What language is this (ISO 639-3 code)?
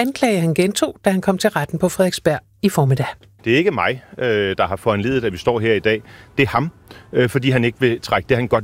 dan